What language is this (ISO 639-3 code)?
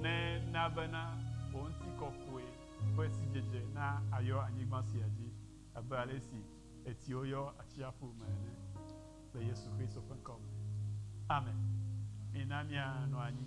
ewe